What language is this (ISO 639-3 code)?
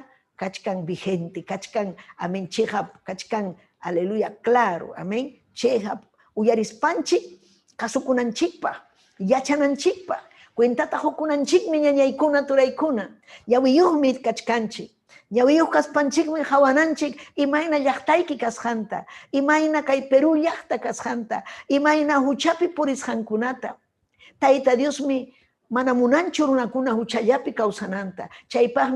quy